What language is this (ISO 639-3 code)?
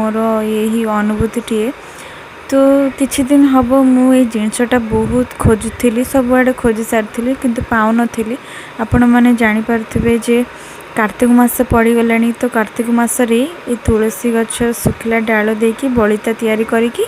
ori